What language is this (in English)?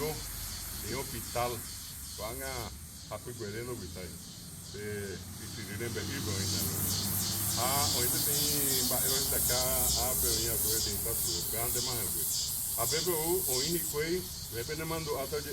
Guarani